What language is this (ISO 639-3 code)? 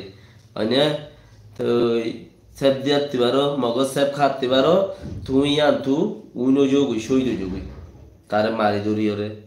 rhg